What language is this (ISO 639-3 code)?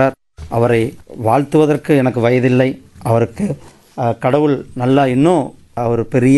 tam